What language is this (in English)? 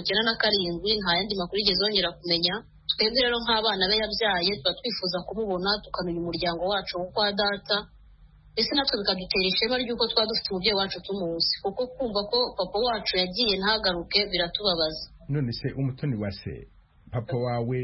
Kinyarwanda